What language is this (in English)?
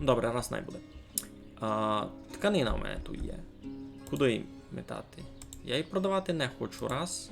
Rusyn